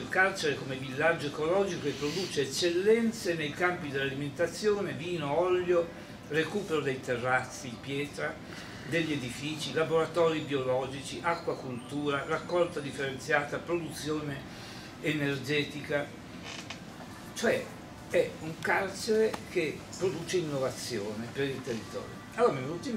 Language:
Italian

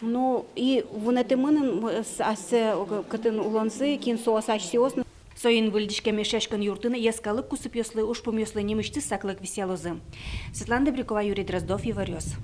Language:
Udmurt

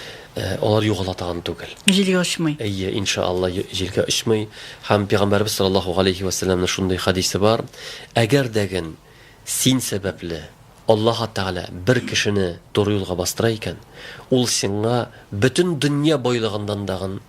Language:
Tatar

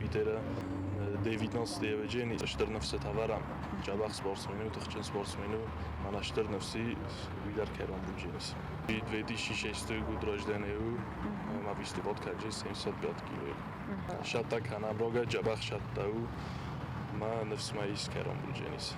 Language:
Ossetic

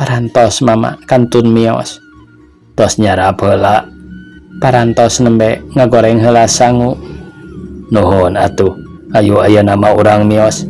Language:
Sundanese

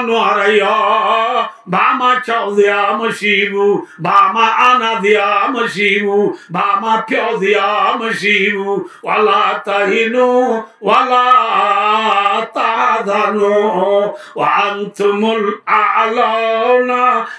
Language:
Rohingya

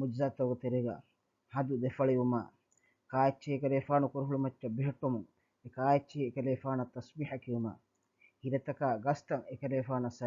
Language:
Divehi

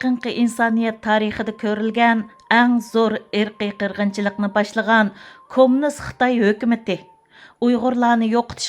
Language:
Uyghur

